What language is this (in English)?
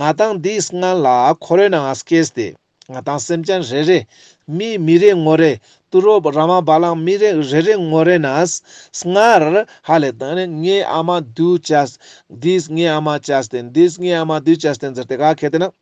Ladakhi